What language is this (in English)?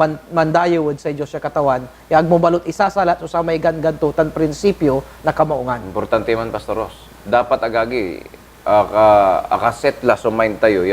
Pangasinan